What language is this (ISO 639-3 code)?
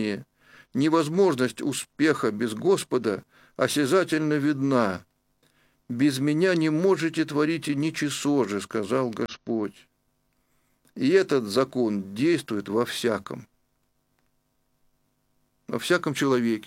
rus